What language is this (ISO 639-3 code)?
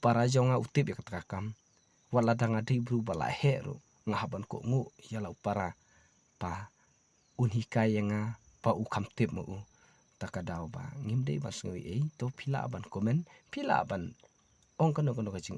kha